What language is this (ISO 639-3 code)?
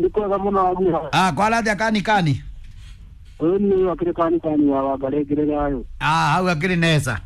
kik